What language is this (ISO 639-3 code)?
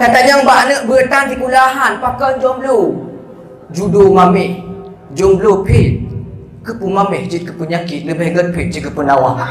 ace